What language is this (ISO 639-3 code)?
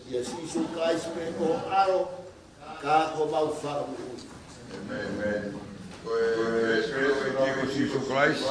ton